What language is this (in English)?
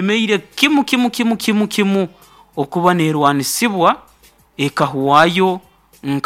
Nyoro